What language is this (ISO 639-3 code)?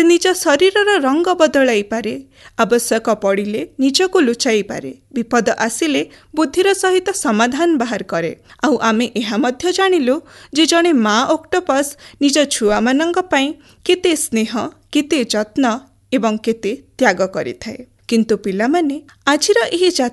ori